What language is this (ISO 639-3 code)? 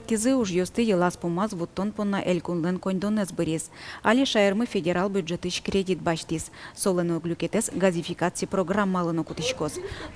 udm